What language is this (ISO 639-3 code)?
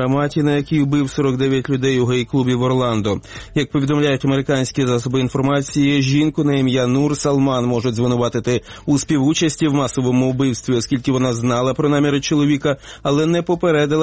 ukr